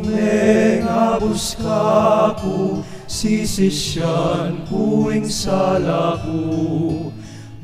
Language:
Pampanga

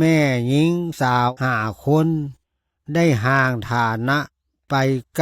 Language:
Lao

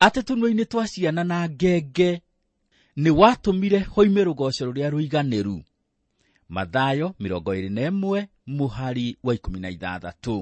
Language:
Kikuyu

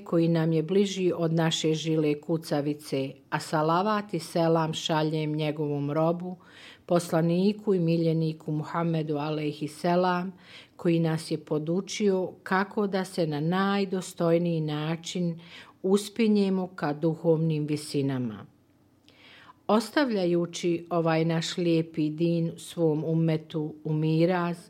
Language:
Bosnian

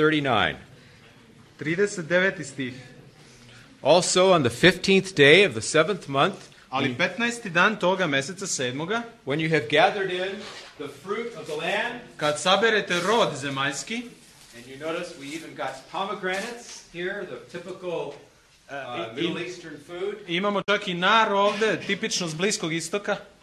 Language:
Serbian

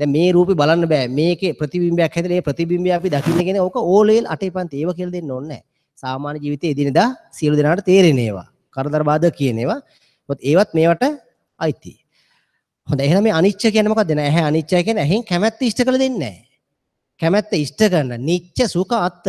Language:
Sinhala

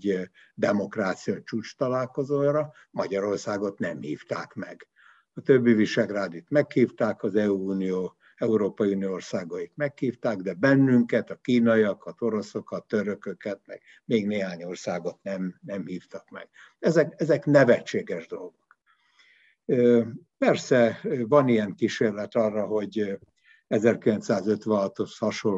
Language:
Hungarian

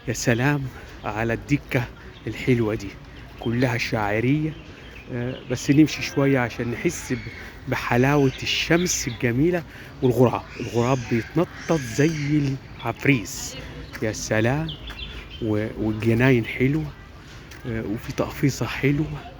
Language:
Egyptian Arabic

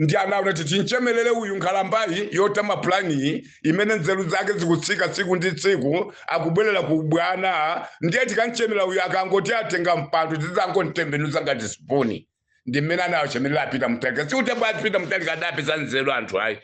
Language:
Nyanja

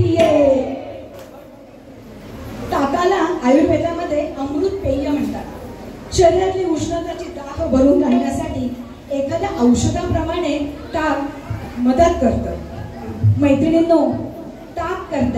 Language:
Marathi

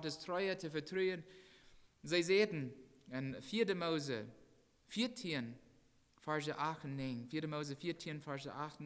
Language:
Plautdietsch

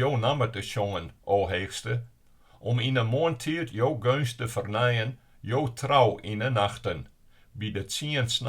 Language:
Western Frisian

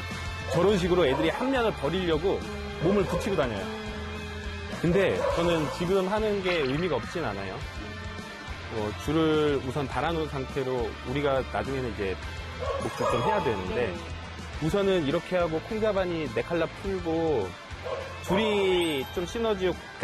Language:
Korean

